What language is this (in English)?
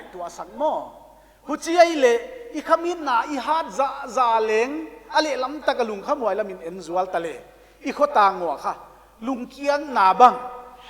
Paite Chin